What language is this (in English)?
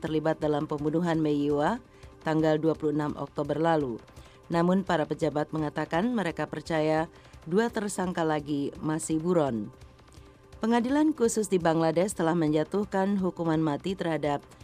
Indonesian